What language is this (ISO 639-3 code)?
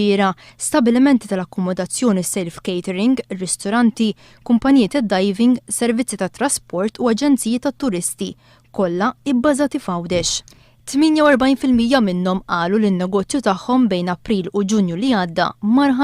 mlt